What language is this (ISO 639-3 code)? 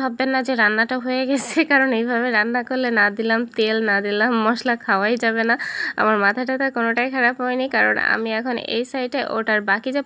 ben